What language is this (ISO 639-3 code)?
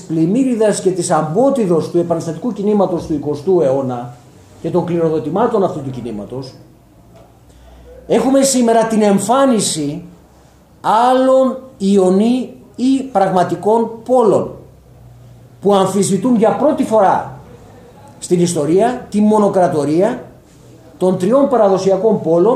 ell